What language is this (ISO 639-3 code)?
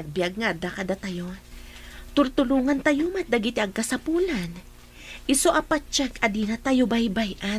ilo